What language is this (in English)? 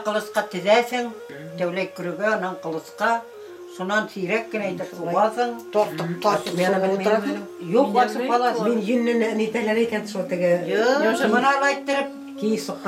Bashkir